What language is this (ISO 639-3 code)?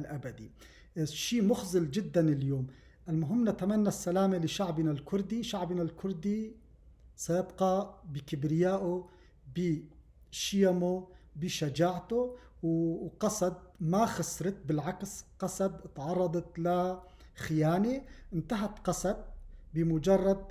apc